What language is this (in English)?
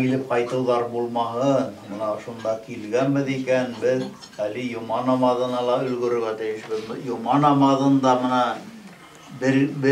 Bashkir